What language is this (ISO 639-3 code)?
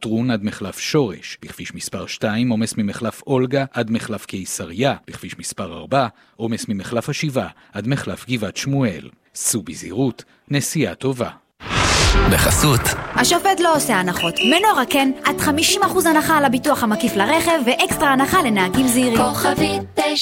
heb